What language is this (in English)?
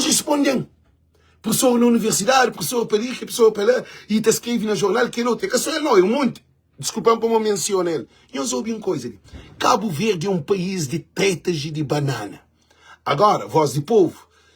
Kabuverdianu